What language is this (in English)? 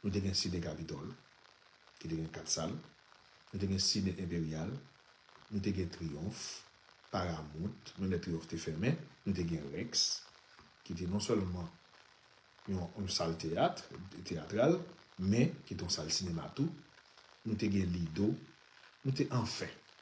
Haitian Creole